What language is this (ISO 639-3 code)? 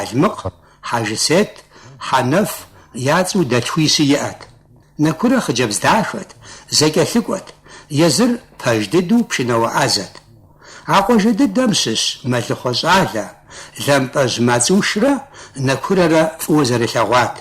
kbd